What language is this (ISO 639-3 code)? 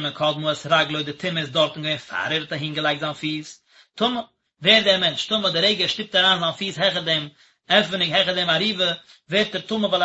yid